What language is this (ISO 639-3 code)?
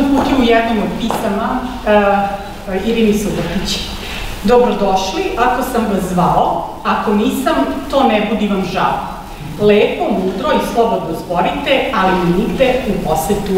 srp